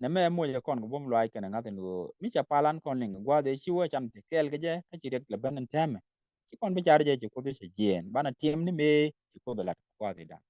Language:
Nuer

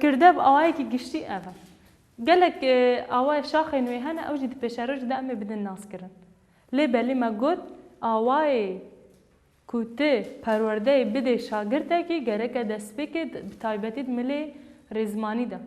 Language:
Kurdish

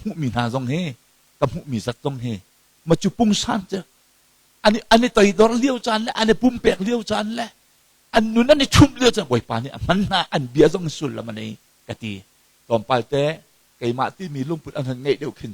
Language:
Hakha Chin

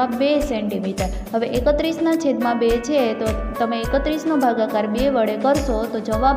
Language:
Gujarati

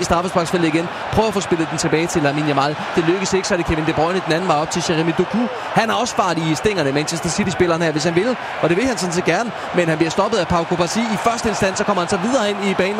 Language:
Danish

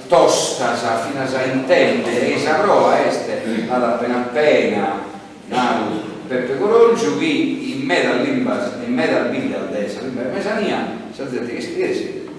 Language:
Sardinian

